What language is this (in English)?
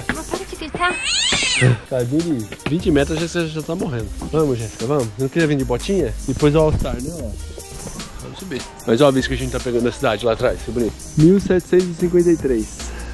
Portuguese